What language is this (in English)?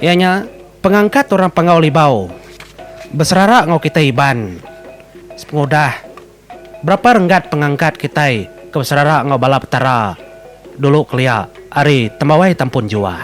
Iban